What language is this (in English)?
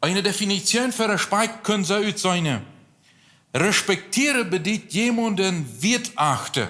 Plautdietsch